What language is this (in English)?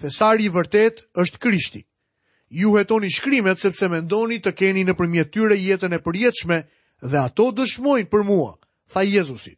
Albanian